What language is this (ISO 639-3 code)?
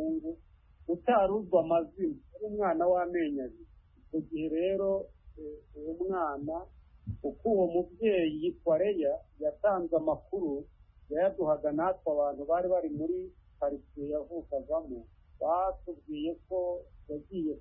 kin